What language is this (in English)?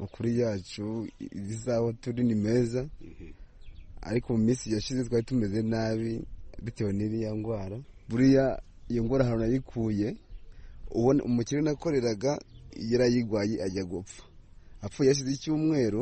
Kinyarwanda